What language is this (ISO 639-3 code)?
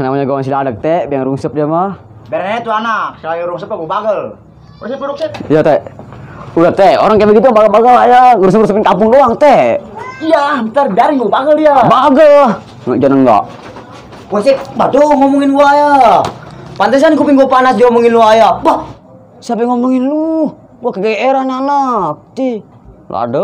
bew